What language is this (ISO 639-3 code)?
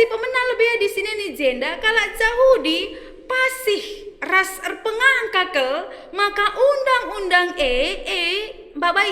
btx